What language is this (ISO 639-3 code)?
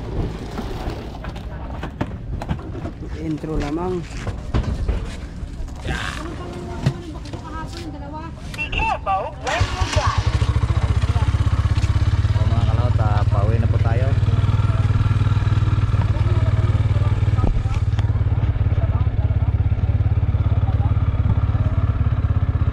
fil